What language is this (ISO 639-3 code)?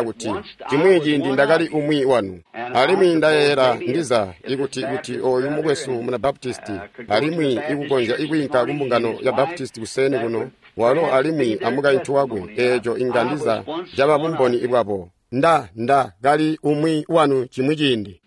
toi